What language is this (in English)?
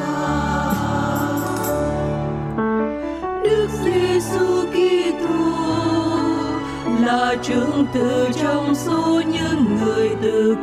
Vietnamese